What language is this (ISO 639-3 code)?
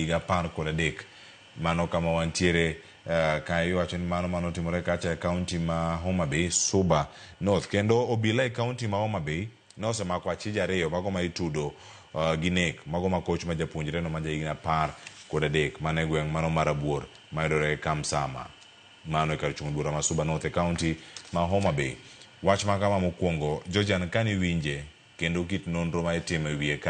luo